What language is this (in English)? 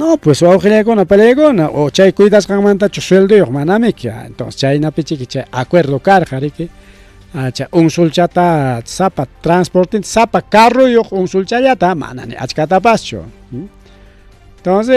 Ayacucho Quechua